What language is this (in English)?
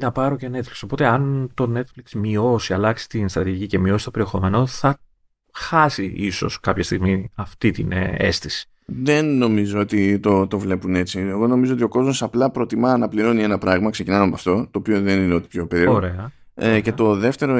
Greek